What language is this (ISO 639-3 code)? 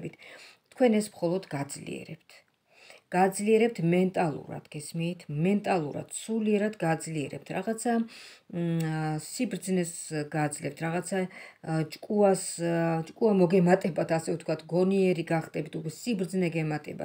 kat